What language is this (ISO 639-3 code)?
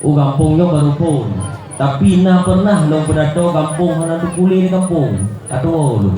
ace